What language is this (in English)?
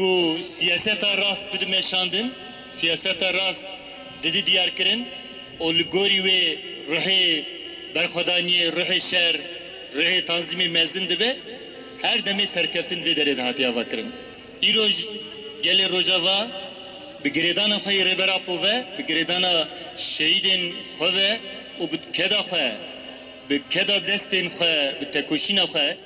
Kurdish